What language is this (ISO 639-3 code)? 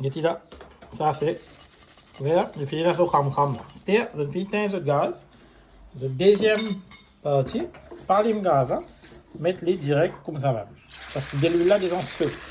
mfe